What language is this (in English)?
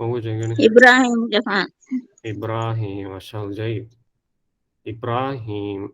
Divehi